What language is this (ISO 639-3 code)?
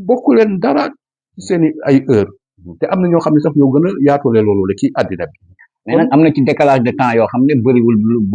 wol